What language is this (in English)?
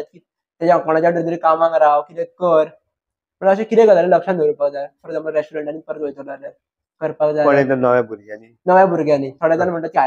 Konkani